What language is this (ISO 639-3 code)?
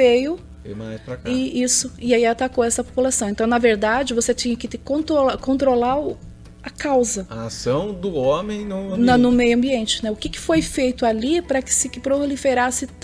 por